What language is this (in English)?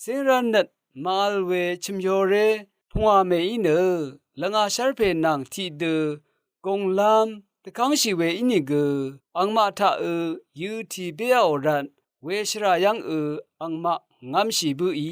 Rawang